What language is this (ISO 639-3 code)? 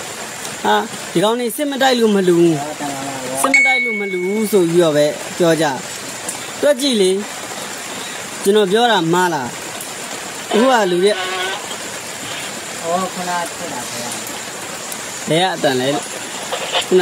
mya